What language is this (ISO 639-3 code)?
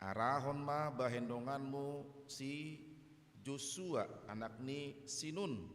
bbc